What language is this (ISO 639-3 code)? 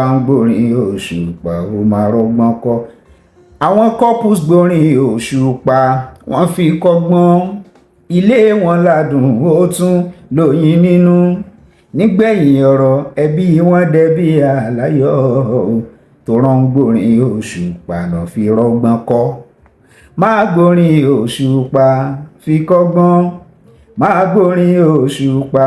yor